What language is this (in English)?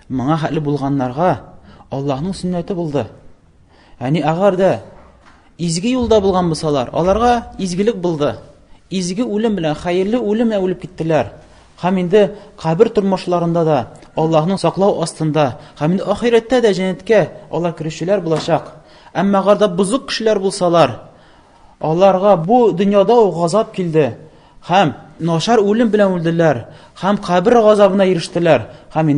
Tatar